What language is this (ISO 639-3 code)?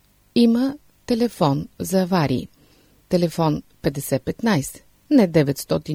bul